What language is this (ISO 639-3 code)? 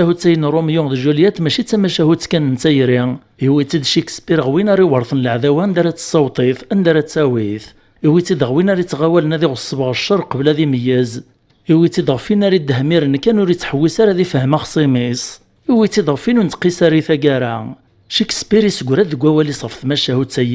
kab